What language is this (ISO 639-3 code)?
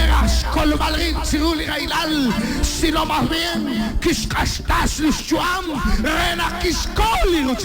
kek